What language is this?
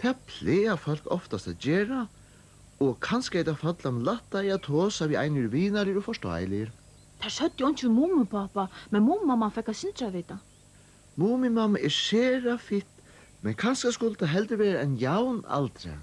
Faroese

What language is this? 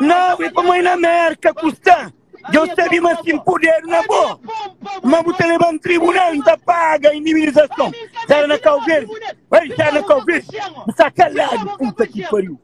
Kabuverdianu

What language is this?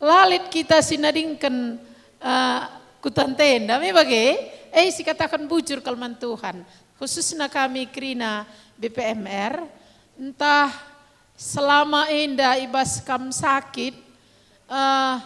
Batak Karo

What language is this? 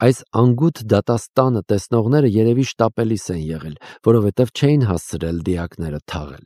Armenian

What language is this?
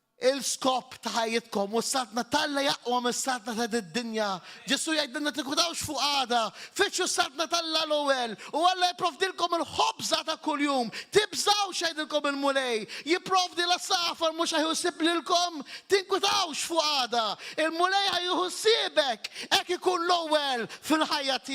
Maltese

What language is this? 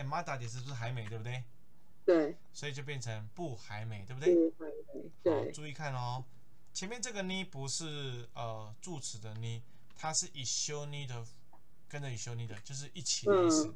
Chinese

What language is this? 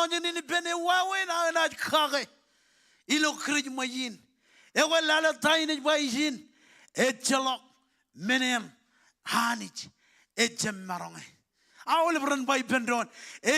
Marshallese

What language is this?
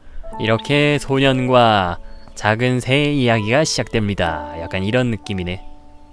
Korean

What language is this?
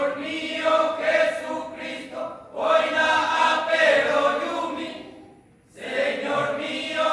Guarani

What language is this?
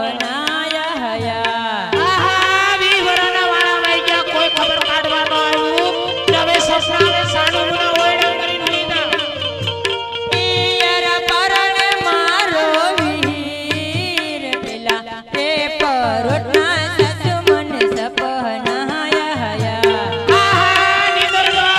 Gujarati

